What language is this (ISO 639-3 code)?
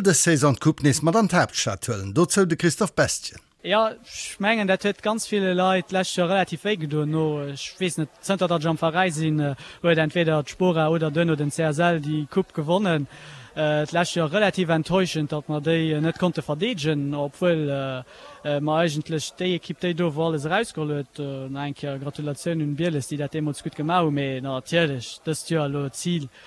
ltz